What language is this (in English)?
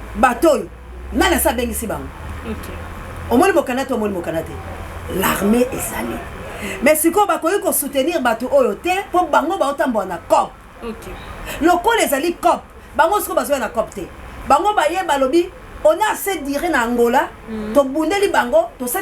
Lingala